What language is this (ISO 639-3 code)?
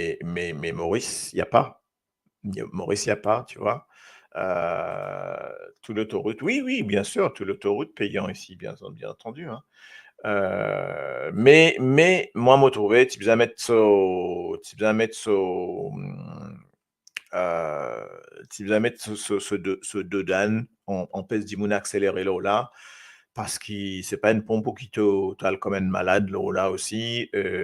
mfe